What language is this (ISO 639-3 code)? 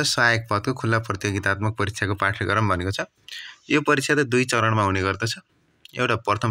nep